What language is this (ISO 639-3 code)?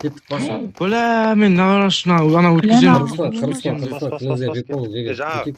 kaa